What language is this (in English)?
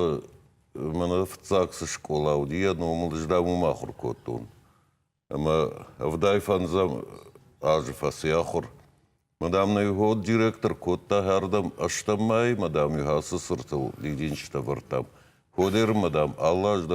Ossetic